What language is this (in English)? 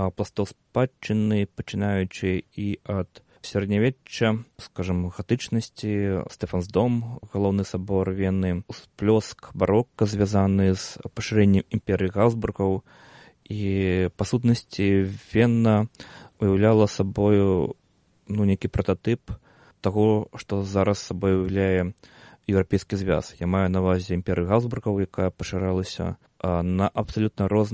Belarusian